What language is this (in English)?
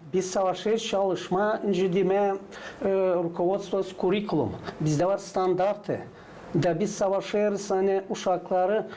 Gagauz